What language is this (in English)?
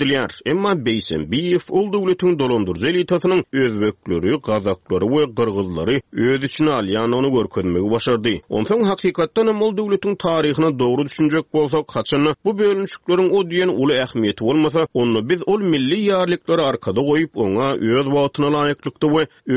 Turkmen